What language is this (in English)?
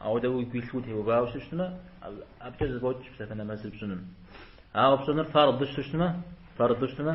Kabardian